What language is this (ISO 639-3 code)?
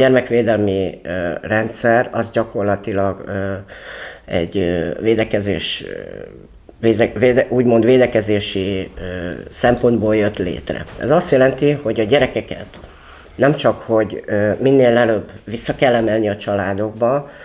hun